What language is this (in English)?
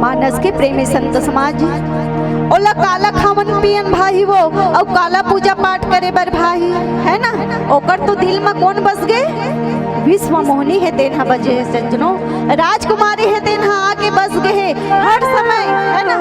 Chhattisgarhi